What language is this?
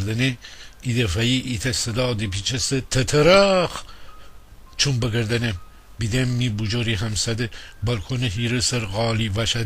Gilaki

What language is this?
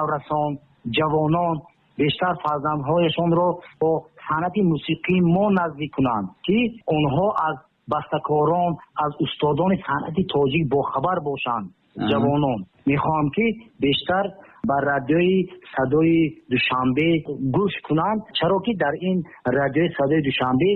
Tajik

